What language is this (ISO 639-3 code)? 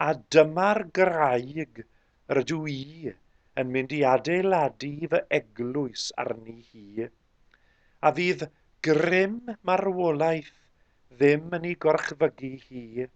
cym